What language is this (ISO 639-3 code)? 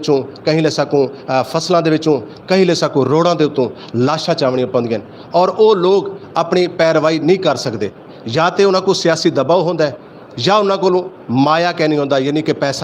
lah